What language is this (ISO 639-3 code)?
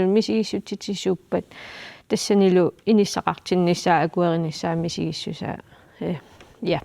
kal